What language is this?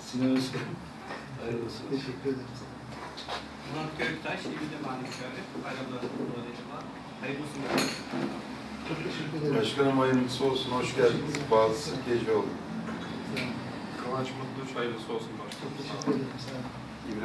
Turkish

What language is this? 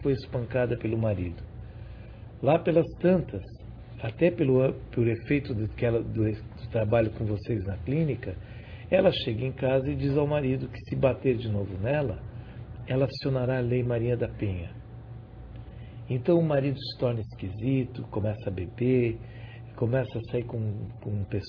Portuguese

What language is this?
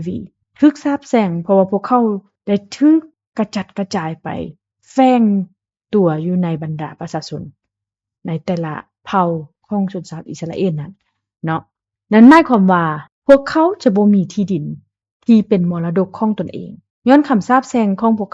Lao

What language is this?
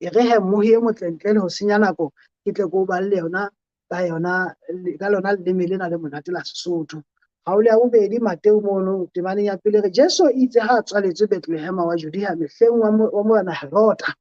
Southern Sotho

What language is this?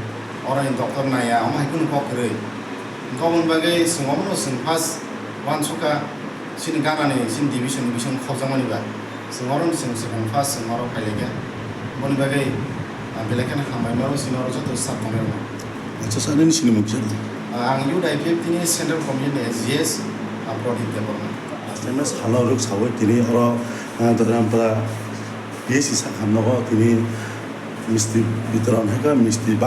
Kok Borok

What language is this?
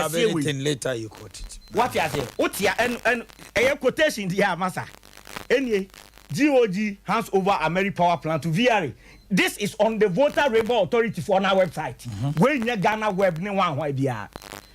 Akan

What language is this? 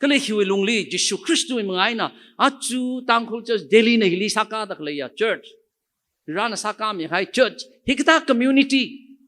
Tangkhul Naga (India)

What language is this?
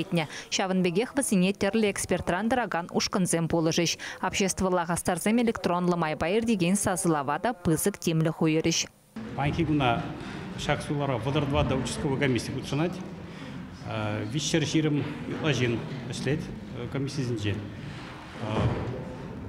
Chuvash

